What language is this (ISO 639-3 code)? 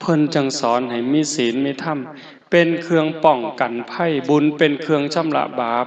lao